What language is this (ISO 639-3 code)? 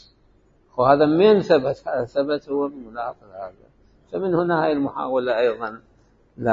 acm